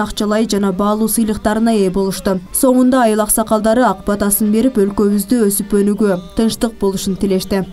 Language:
Kyrgyz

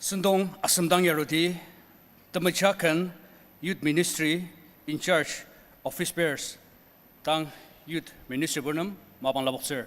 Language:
Ao Naga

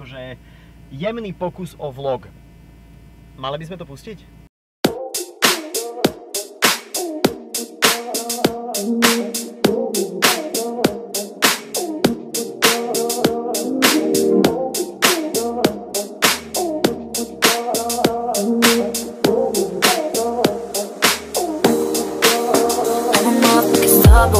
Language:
Slovak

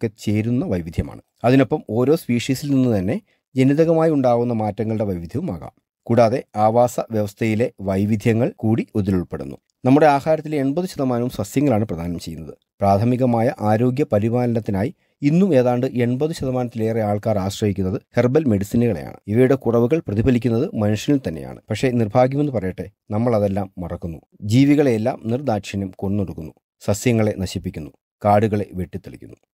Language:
Malayalam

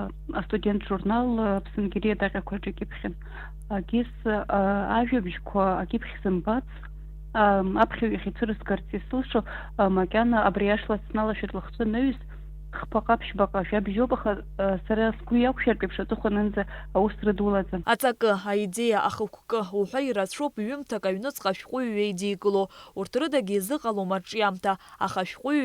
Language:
Abkhazian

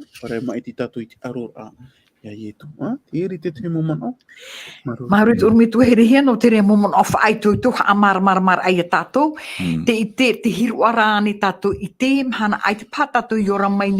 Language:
Tahitian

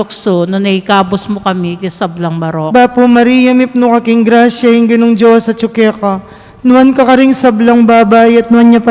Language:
Pampanga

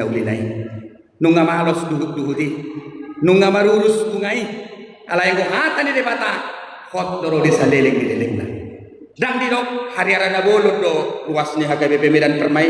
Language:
Batak Toba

